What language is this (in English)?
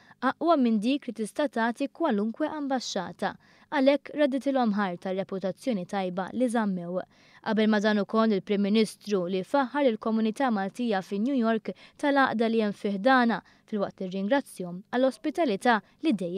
Maltese